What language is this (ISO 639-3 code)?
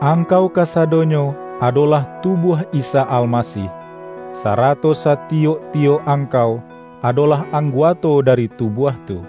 min